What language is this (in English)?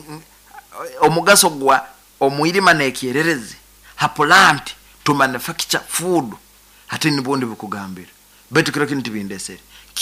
Nyoro